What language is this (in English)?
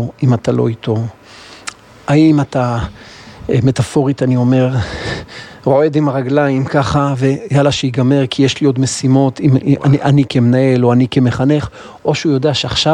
Hebrew